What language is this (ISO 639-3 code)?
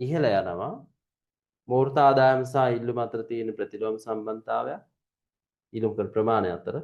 sin